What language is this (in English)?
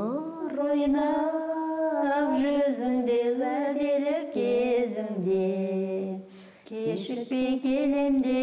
Kazakh